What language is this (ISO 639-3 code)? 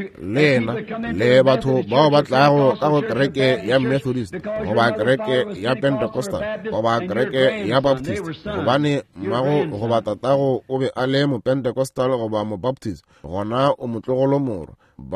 nso